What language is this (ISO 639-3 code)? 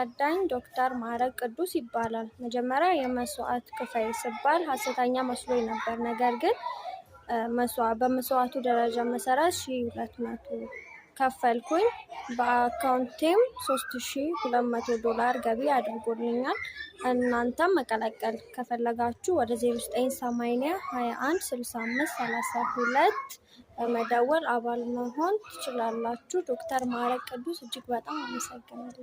amh